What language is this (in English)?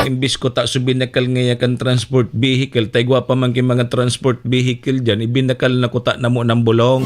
Bikol